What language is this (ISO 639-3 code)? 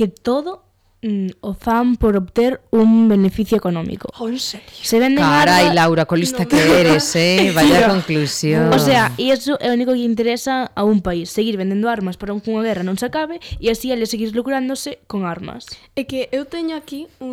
glg